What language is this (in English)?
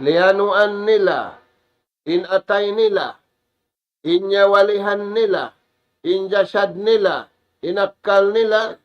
Tausug